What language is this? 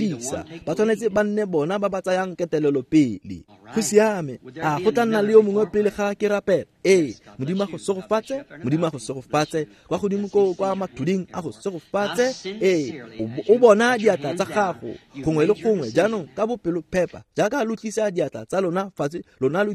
Tswana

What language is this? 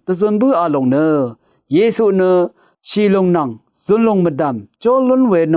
Rawang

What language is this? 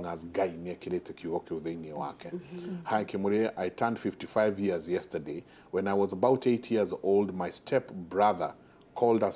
Kikuyu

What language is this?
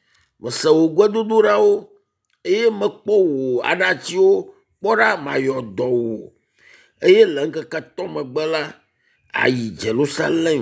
Ewe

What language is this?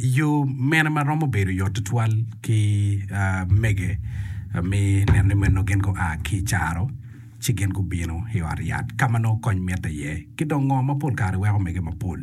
Acoli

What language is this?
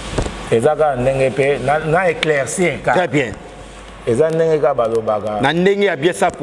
Lingala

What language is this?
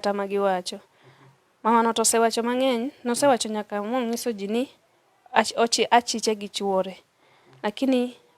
Luo (Kenya and Tanzania)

